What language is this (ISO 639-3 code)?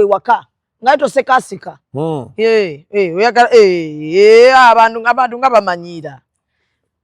lug